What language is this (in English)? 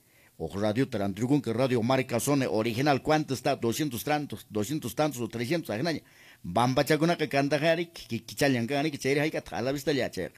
Quechua